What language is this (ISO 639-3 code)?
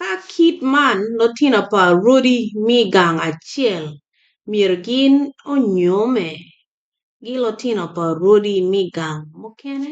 ach